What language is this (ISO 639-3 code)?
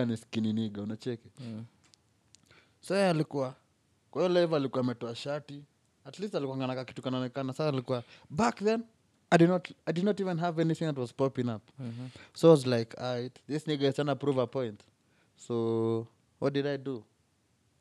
swa